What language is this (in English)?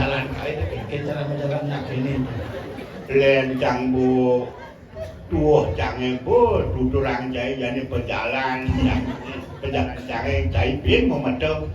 Balinese